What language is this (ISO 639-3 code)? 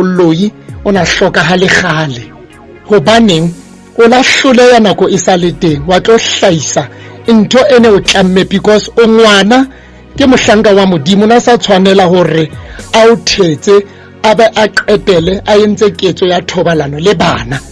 sot